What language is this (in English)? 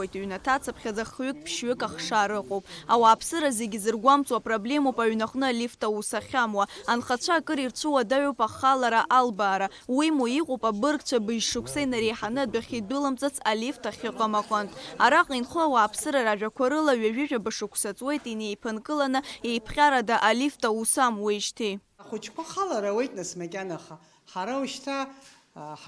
Abkhazian